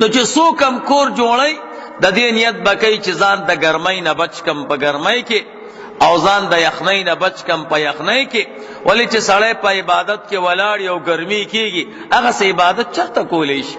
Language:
Pashto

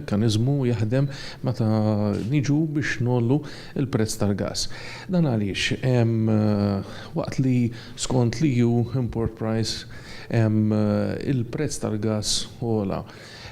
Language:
Maltese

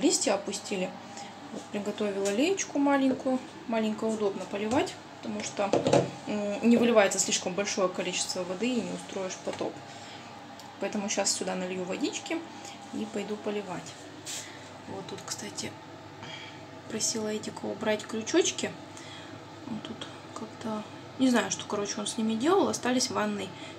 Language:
Russian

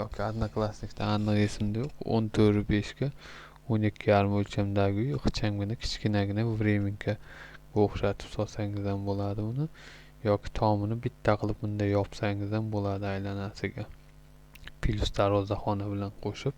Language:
Uzbek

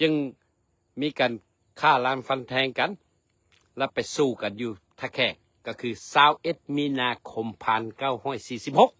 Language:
Lao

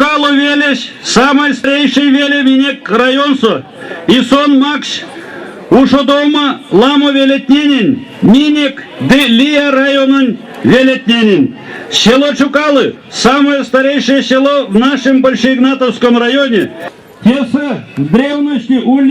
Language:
Erzya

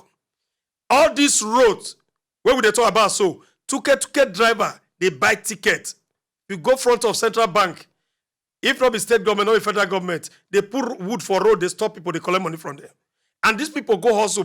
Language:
Nigerian Pidgin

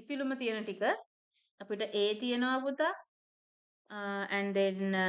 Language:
Sinhala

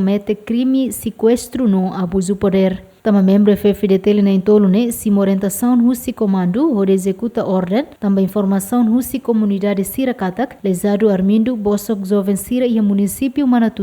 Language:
Tetum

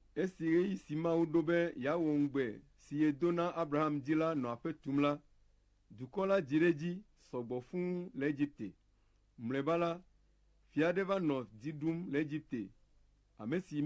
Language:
Ewe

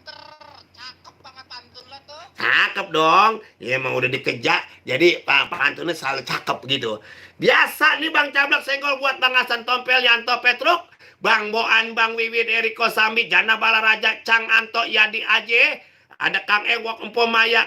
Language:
Betawi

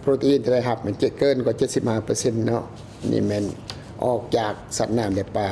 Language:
Lao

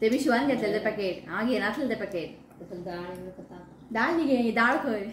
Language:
Konkani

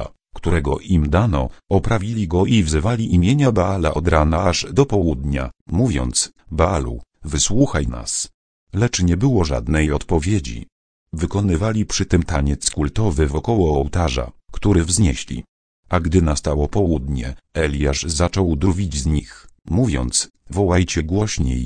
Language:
Polish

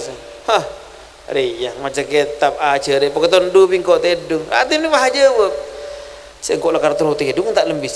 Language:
Madurese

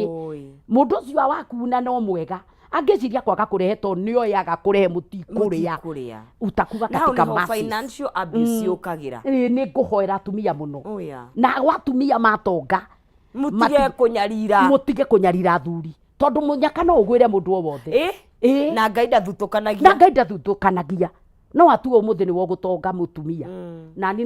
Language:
Kikuyu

